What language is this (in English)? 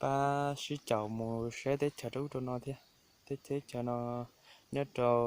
Hmong